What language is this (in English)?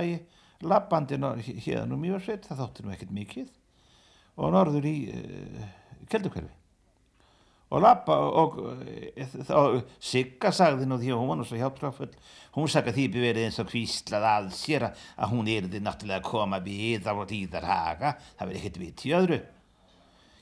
Icelandic